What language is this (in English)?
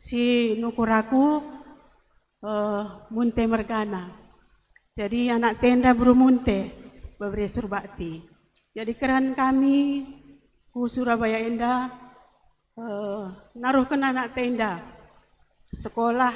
Batak Karo